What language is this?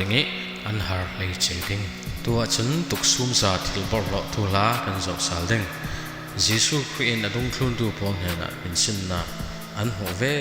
Falam Chin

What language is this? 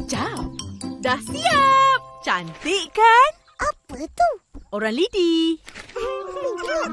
Malay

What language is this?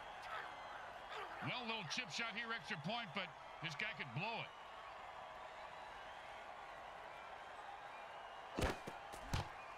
English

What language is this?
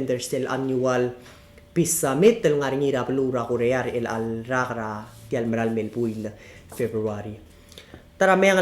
Palauan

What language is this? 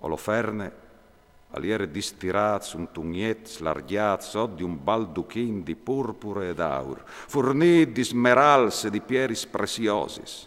Friulian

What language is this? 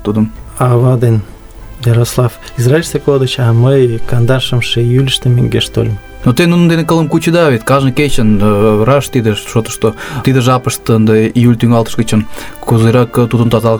Mari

